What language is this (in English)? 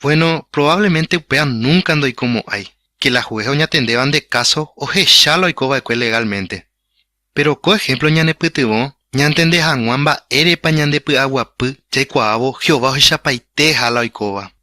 Guarani